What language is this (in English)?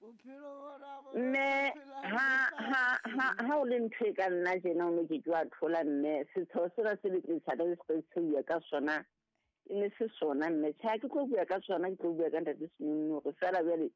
Southern Sotho